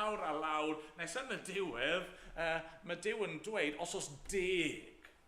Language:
Welsh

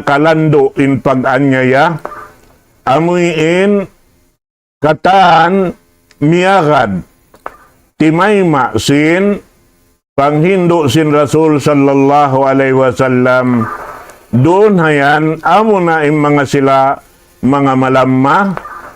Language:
Tausug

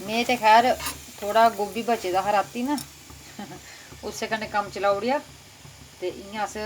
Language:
Dogri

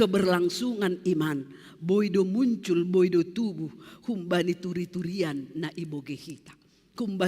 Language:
Batak Simalungun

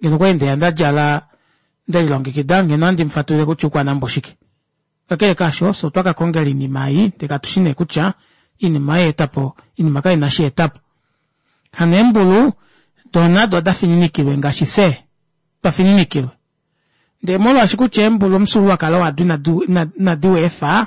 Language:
Kuanyama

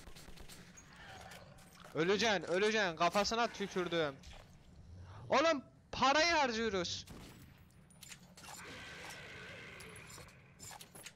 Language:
Turkish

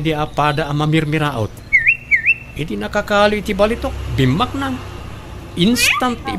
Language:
Iloko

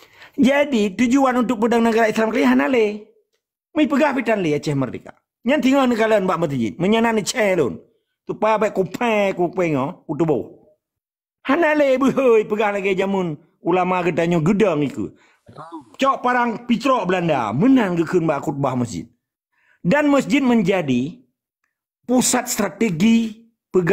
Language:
Achinese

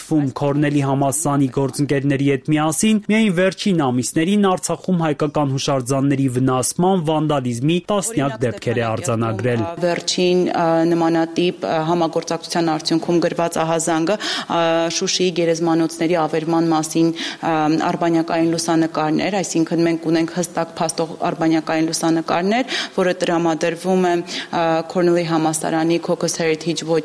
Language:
Armenian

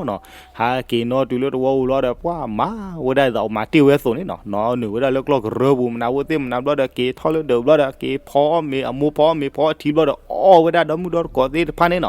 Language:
S'gaw Karen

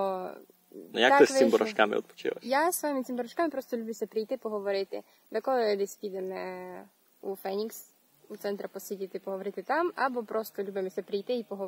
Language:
Rusyn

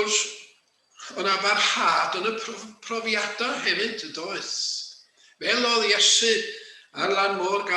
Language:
Welsh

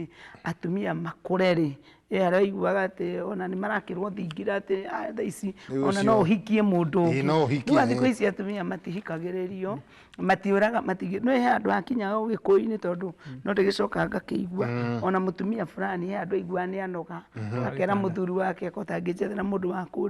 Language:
Kikuyu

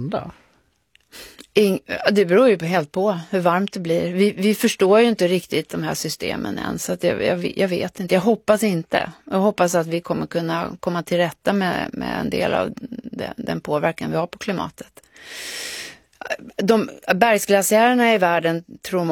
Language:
Swedish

